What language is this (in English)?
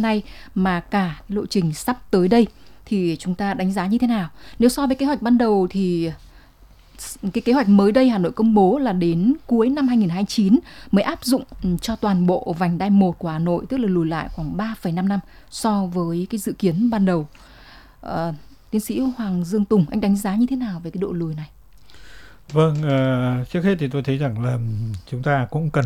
Vietnamese